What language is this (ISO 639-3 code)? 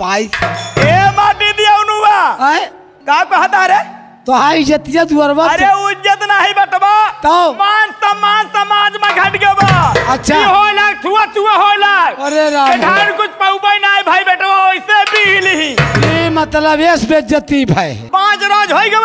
bho